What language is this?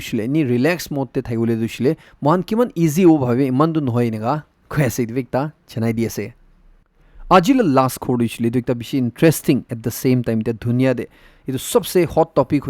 Naga Pidgin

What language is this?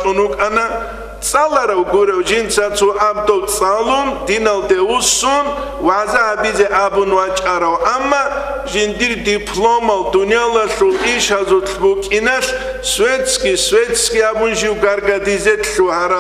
Avaric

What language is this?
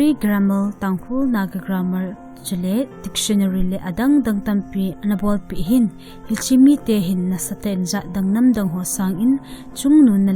Thado Chin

